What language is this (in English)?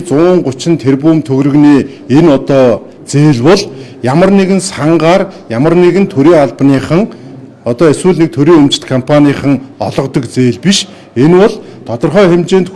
Mongolian